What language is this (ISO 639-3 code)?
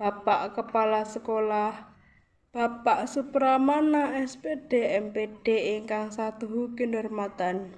jav